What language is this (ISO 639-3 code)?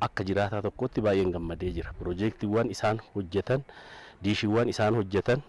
orm